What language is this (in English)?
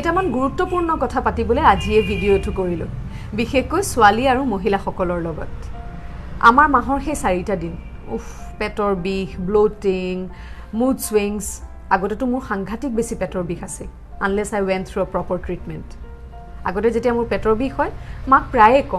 Assamese